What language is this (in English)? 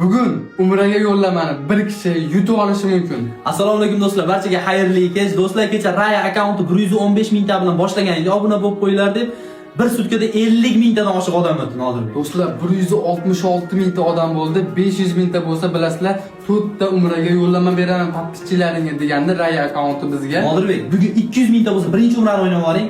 Uzbek